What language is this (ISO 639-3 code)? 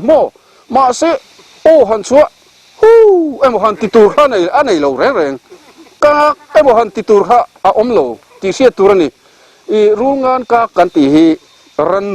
lus